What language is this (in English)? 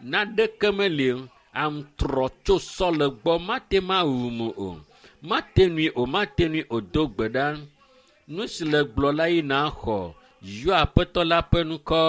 Ewe